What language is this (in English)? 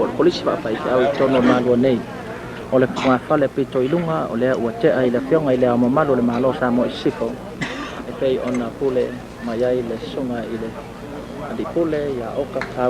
Samoan